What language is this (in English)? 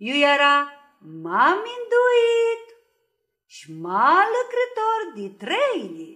Aromanian